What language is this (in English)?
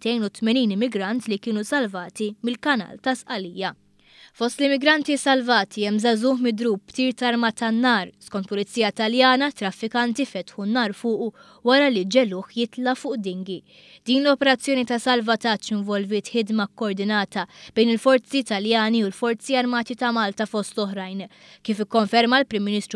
Maltese